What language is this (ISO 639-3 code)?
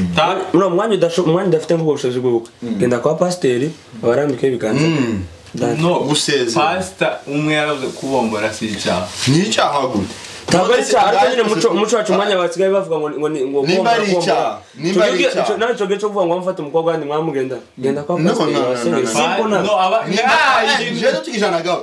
kin